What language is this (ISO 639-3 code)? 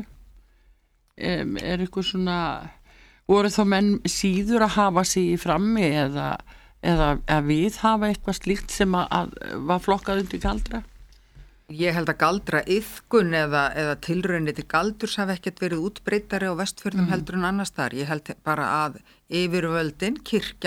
isl